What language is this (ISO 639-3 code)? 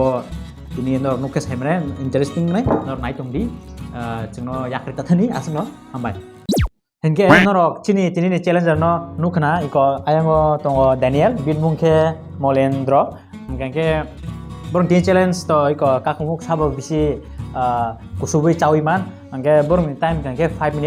trp